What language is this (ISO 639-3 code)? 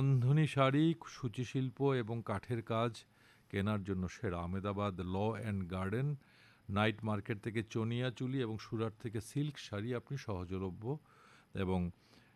ben